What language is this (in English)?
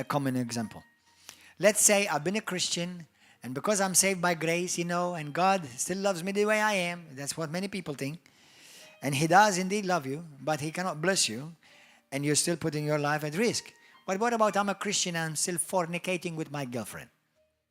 English